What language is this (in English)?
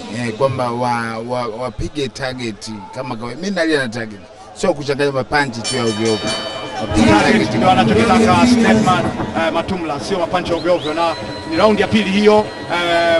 Swahili